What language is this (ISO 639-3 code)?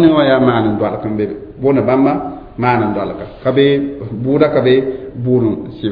mos